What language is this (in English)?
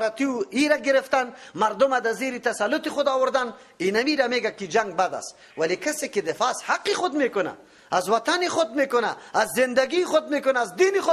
Persian